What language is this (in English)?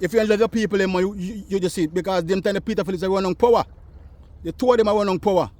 Jamaican Creole English